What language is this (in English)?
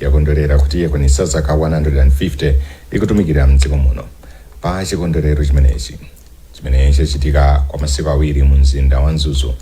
Nyanja